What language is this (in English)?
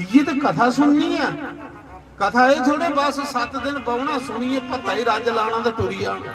Dogri